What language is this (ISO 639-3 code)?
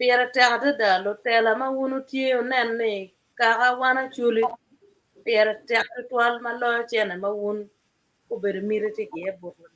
ach